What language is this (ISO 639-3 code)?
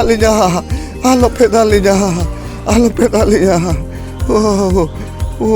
sat